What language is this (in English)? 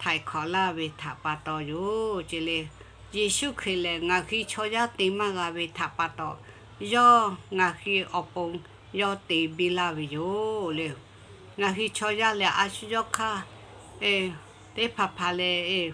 Lahu